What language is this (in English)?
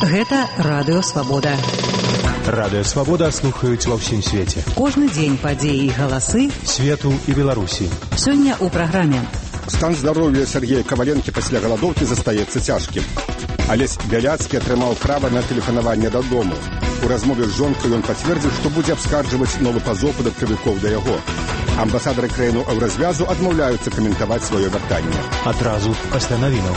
Belarusian